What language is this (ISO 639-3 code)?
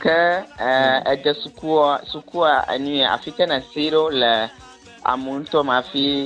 ewe